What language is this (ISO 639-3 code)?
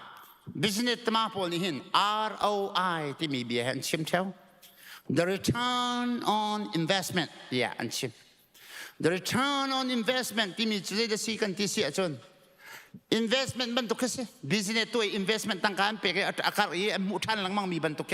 cnh